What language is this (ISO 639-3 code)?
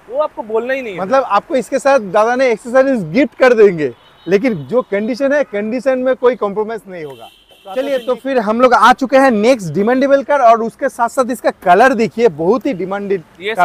hin